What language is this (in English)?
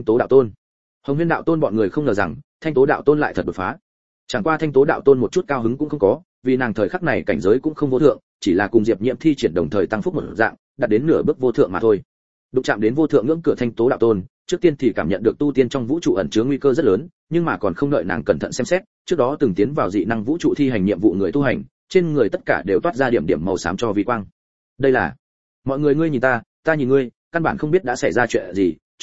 Vietnamese